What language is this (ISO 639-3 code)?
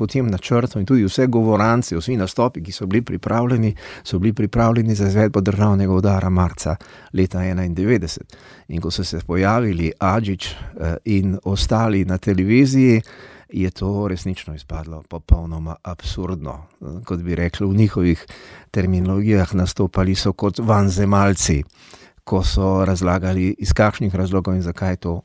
slv